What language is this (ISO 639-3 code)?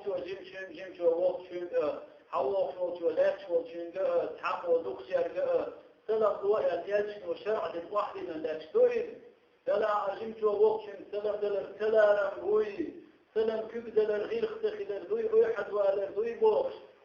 che